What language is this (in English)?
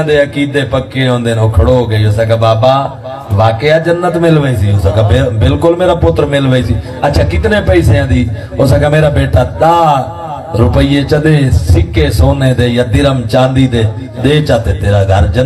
Saraiki